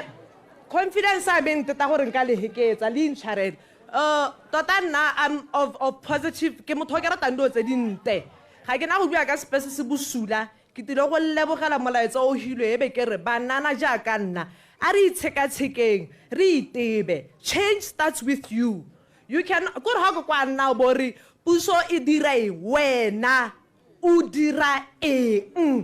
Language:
Tswana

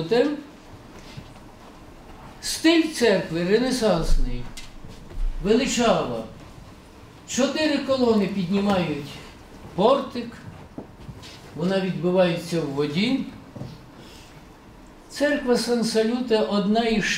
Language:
Ukrainian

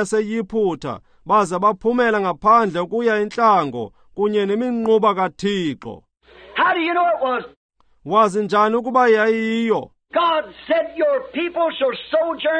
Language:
Xhosa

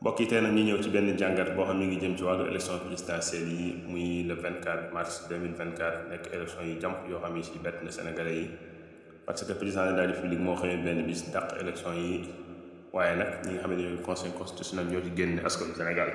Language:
Wolof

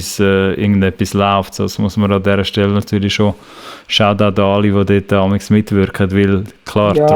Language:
Swiss German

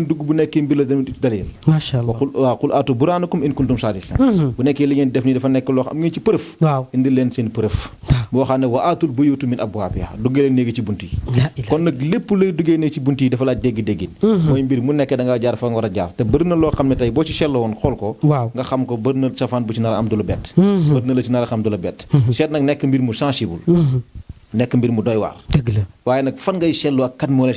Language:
Wolof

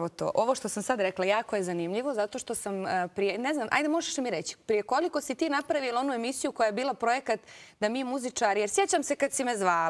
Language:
Bosnian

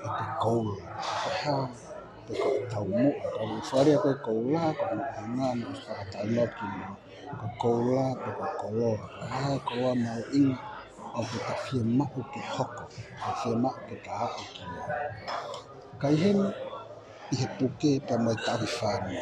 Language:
Tongan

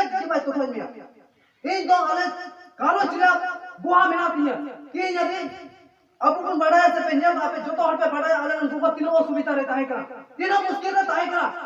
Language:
Santali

